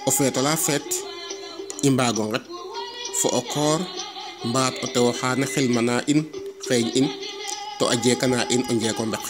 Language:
Serer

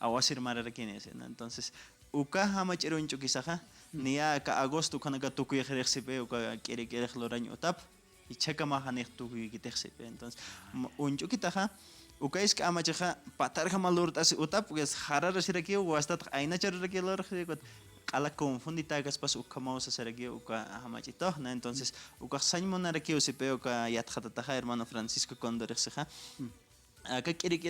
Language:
Aymara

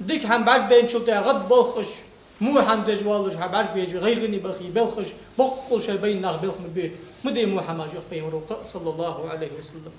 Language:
Ingush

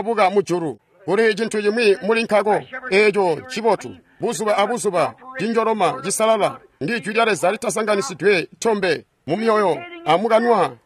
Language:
Tonga (Zambia)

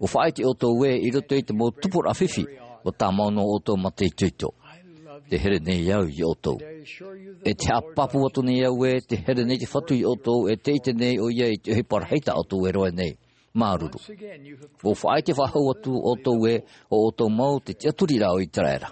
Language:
Tahitian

